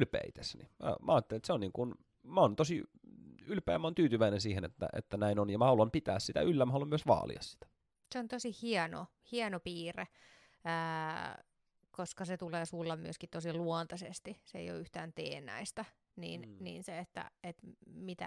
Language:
Finnish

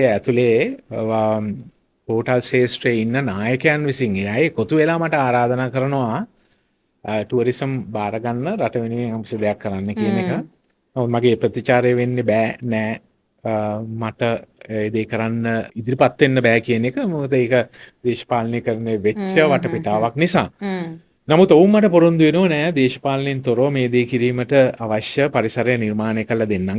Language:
Sinhala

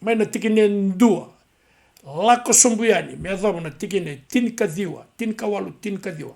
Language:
Fijian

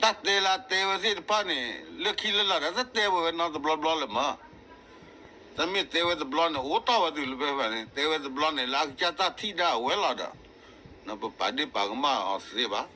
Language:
S'gaw Karen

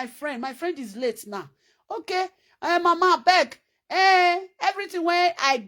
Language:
Nigerian Pidgin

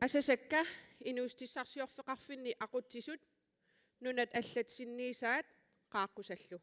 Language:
Kalaallisut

